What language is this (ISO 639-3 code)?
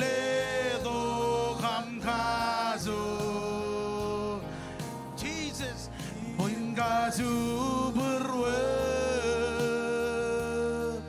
mah